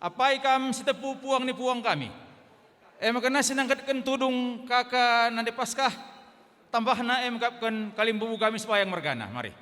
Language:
Batak Karo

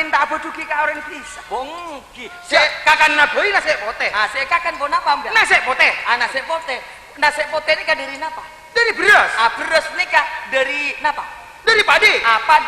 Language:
Madurese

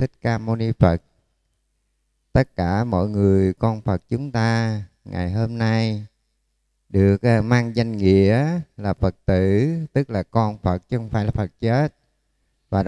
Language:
Vietnamese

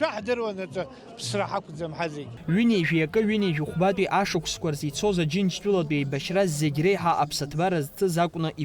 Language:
Abkhazian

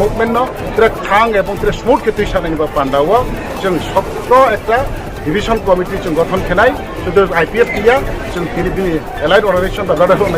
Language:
Riang (India)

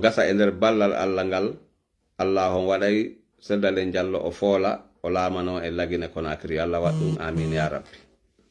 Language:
Fula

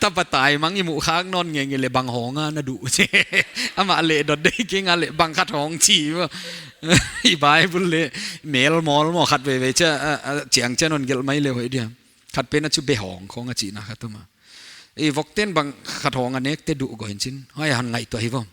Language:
Paite Chin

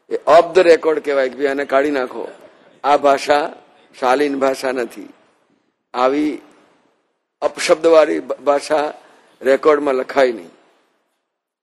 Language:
Gujarati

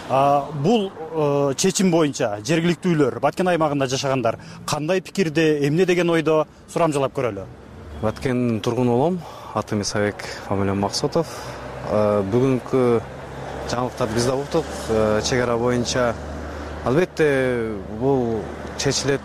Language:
Kyrgyz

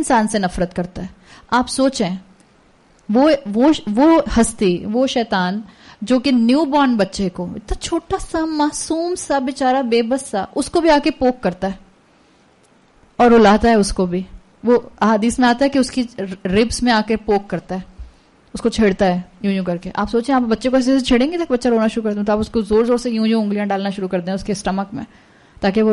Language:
Urdu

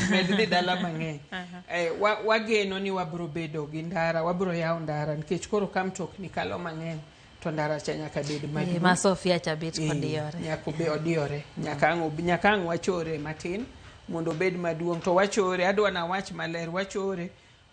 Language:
Luo (Kenya and Tanzania)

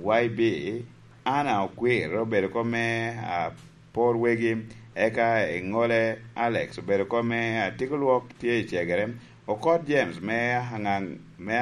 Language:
Lango (Uganda)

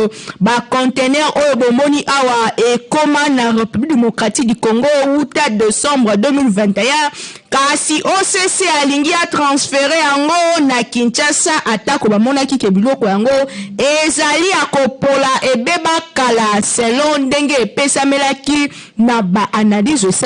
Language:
Lingala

